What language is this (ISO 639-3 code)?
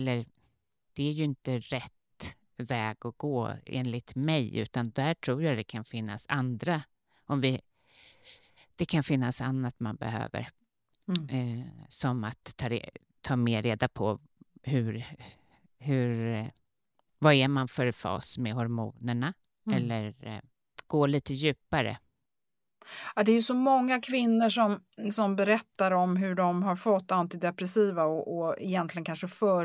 swe